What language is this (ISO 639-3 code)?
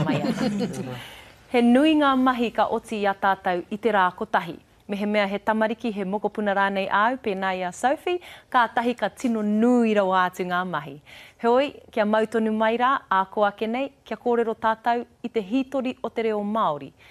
mri